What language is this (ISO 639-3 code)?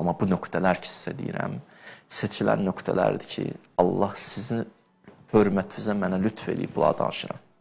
aze